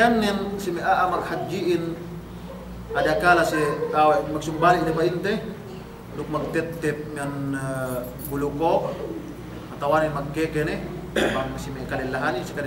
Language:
Yakan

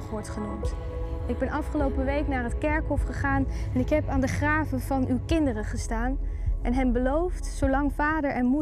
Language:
Dutch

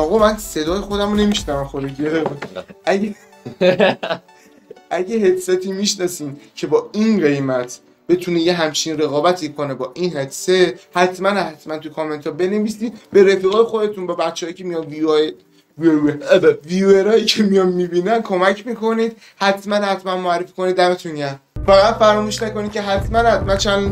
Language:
Persian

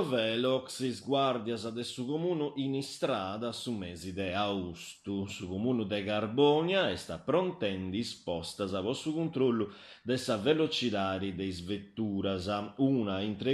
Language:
Sardinian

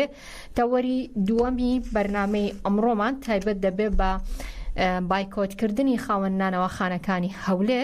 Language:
Central Kurdish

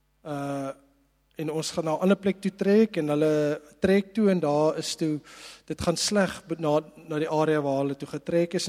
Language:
Afrikaans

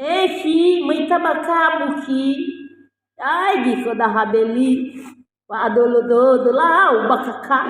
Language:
Nias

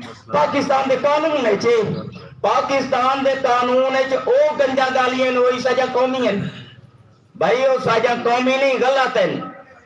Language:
Saraiki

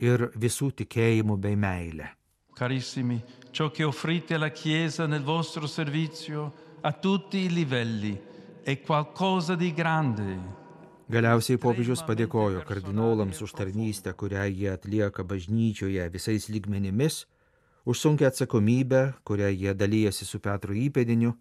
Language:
Lithuanian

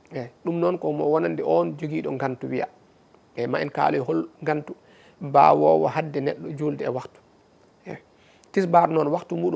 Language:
Fula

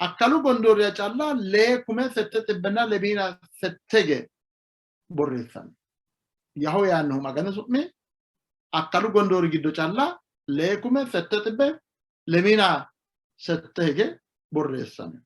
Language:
Sidamo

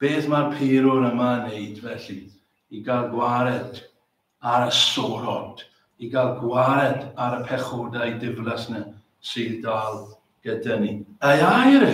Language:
Welsh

